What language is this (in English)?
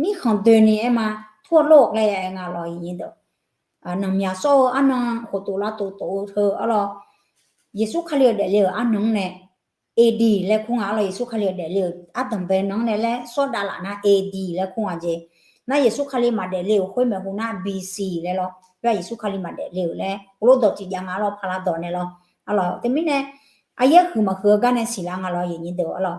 Akha